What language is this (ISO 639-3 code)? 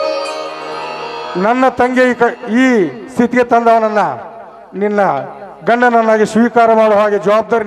kan